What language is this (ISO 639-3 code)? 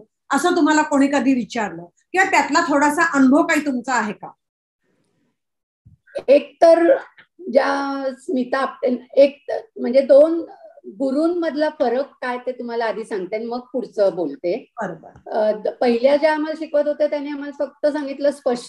mar